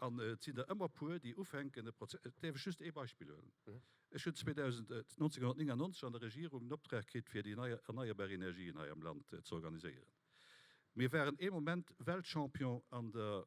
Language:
Luxembourgish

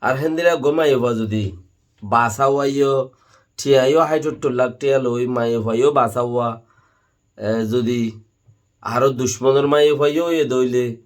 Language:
Rohingya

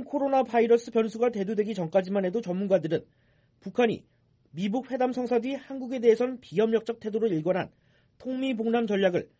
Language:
Korean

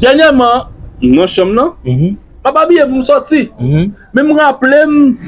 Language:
Haitian Creole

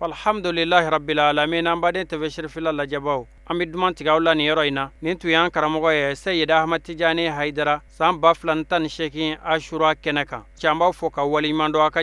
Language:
Bambara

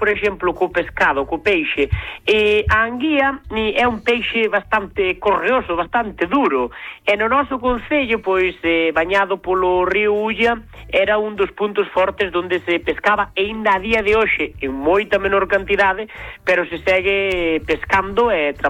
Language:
Galician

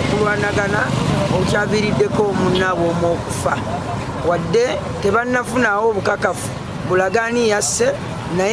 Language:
Ganda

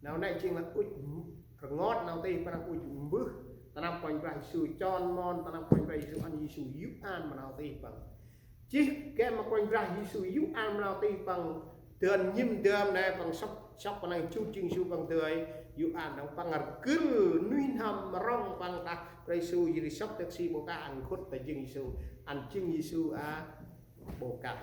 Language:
Central Mnong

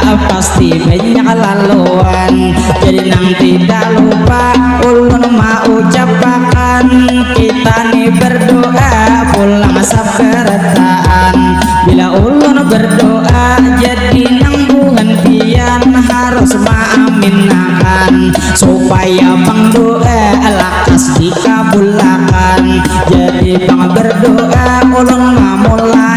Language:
Banjar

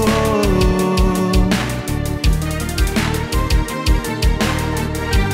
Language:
Bulgarian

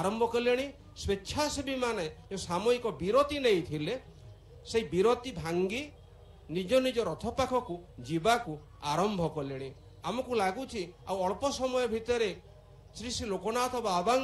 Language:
Odia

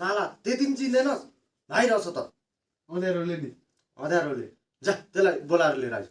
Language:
Nepali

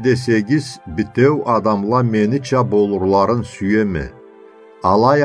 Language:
Karachay-Balkar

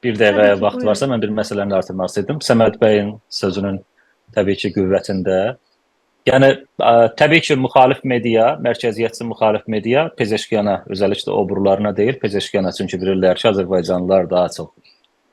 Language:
South Azerbaijani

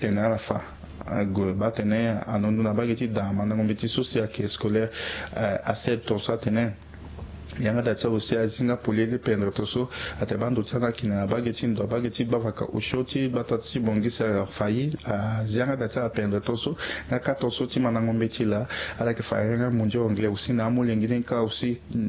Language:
Sango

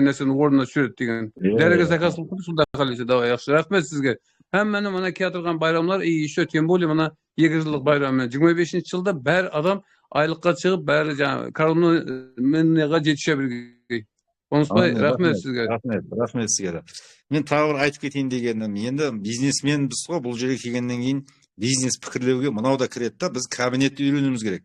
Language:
Kazakh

